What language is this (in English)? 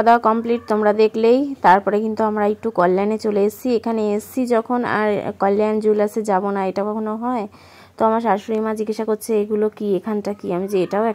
Bangla